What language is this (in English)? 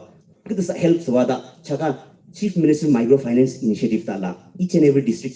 Yimchungru Naga